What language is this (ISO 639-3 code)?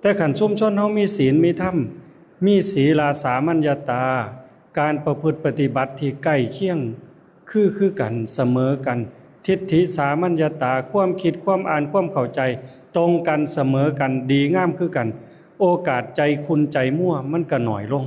lao